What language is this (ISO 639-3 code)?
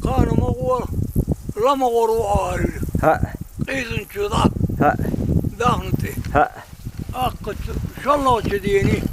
che